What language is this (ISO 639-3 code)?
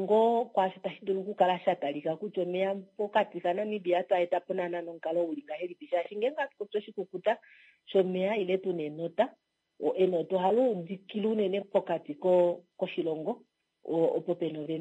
kua